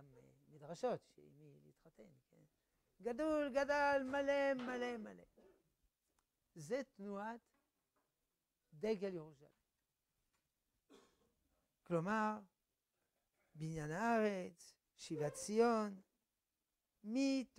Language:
Hebrew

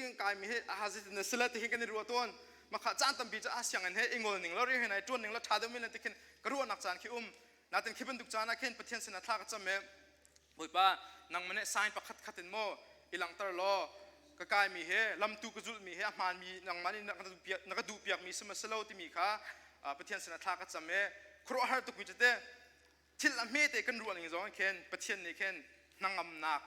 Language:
Hakha Chin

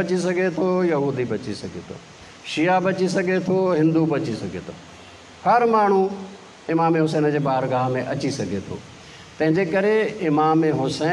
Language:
Sindhi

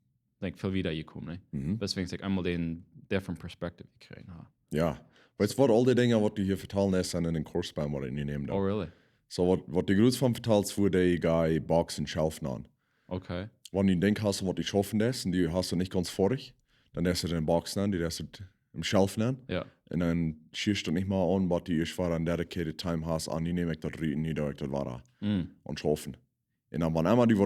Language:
Plautdietsch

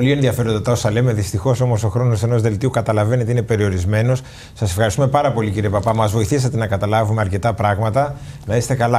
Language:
Greek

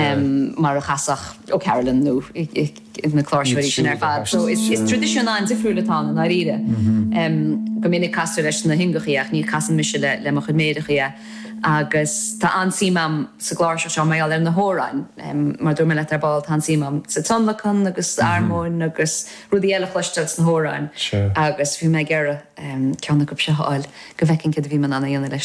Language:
Irish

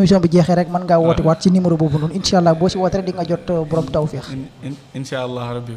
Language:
Wolof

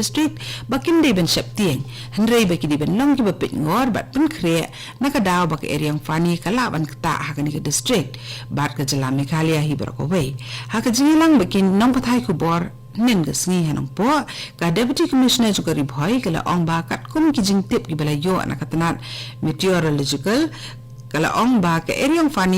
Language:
Khasi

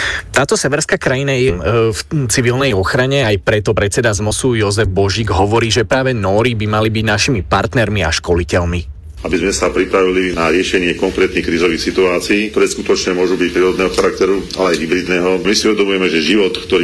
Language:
Slovak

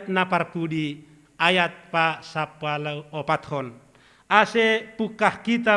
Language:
Batak Simalungun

